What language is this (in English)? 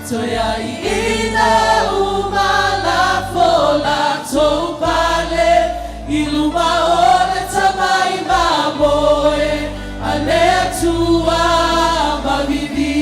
Samoan